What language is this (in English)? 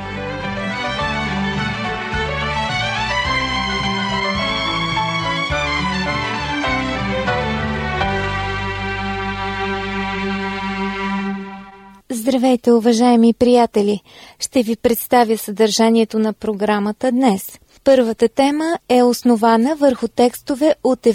Bulgarian